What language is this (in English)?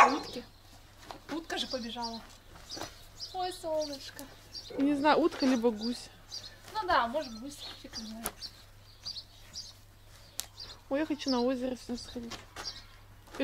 Russian